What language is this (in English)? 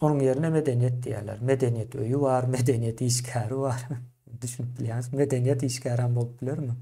Turkmen